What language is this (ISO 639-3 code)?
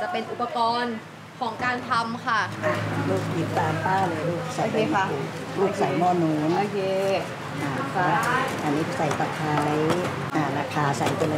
tha